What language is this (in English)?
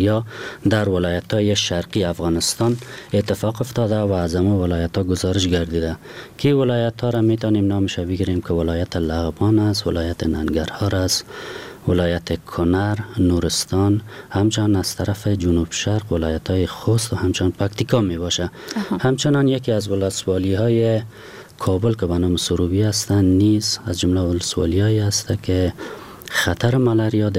Persian